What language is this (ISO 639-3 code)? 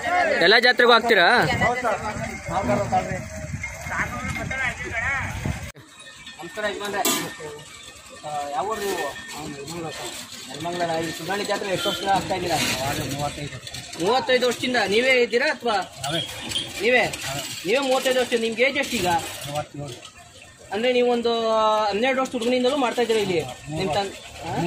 kan